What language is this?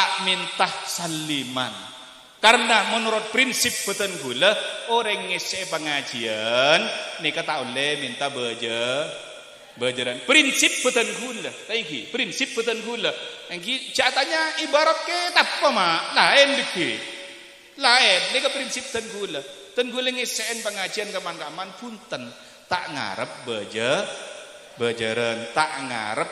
Madurese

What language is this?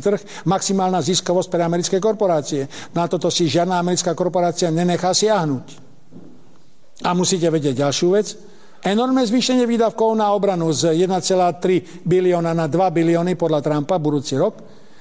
Slovak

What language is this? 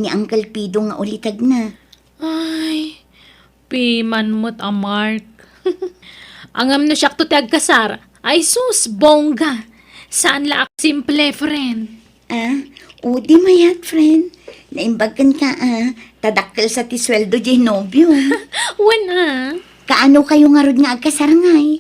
Iloko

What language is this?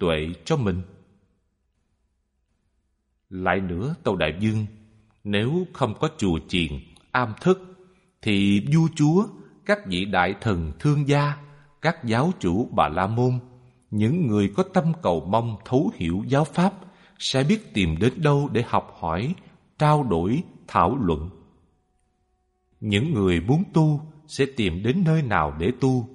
Vietnamese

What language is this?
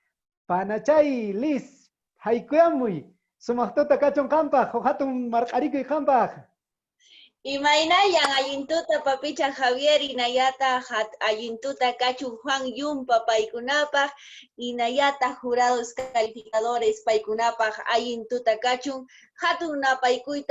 Quechua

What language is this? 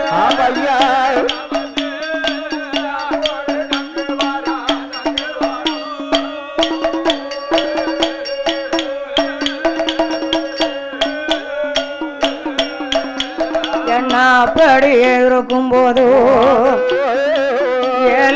Tamil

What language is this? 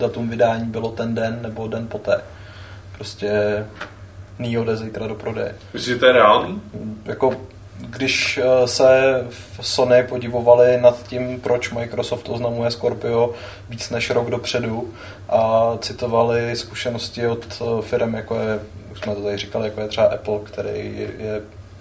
Czech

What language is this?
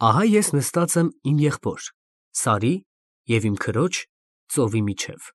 Armenian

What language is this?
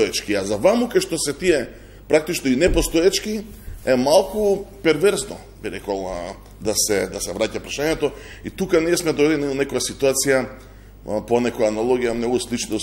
Macedonian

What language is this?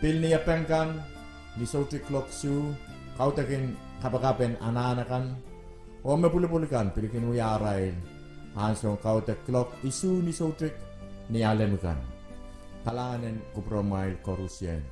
Pohnpeian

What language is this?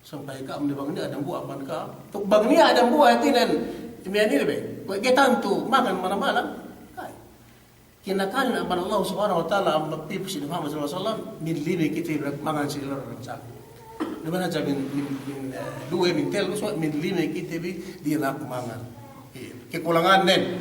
Yakan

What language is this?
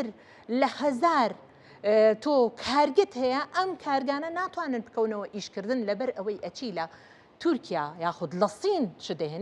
Central Kurdish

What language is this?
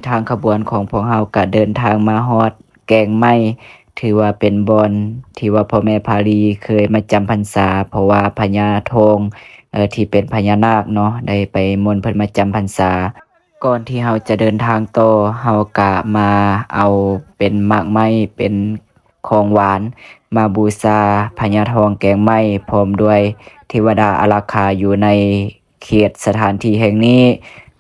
Lao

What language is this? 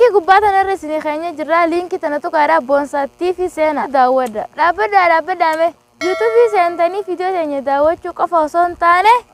Oromo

